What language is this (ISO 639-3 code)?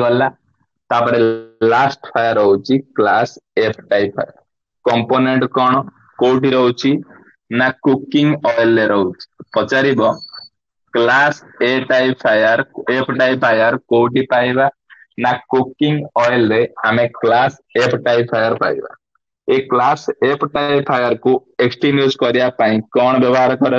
ori